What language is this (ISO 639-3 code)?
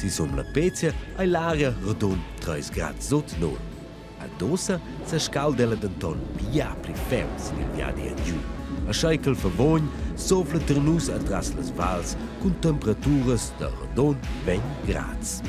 roh